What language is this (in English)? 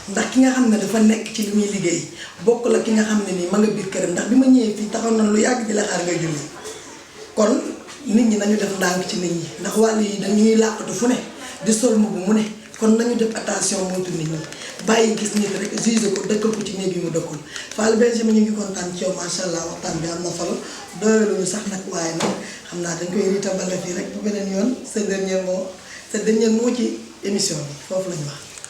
Wolof